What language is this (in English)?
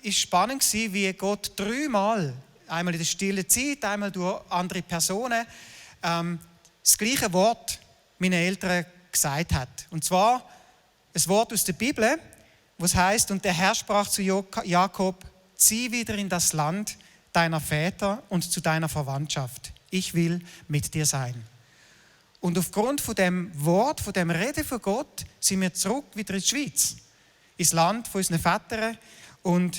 Swiss German